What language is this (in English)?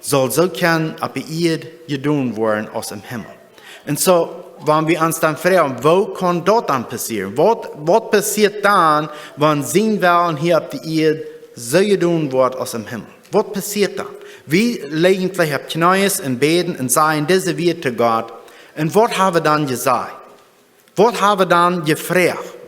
Plautdietsch